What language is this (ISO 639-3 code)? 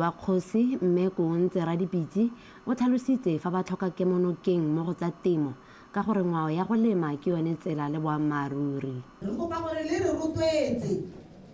tsn